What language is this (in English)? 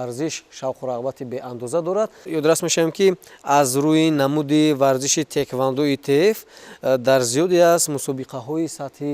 Tajik